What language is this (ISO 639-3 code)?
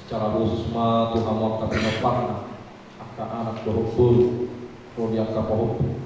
bbc